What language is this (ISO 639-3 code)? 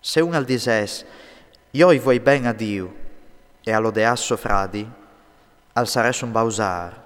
fur